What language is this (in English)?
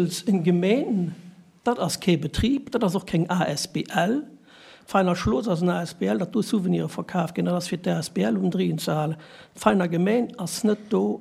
Luxembourgish